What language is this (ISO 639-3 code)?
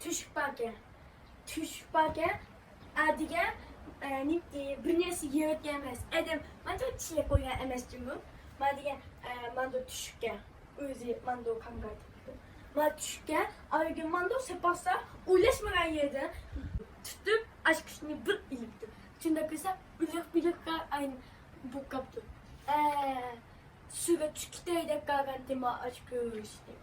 uig